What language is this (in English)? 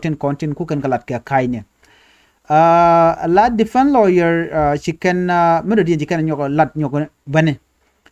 Nuer